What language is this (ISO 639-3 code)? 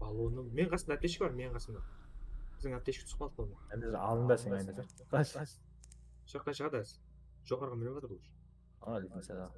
kaa